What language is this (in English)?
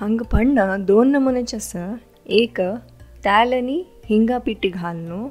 Konkani